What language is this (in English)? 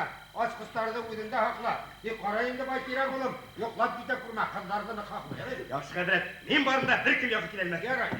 Bashkir